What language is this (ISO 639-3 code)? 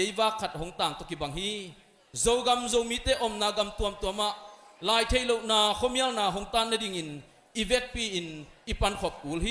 ctd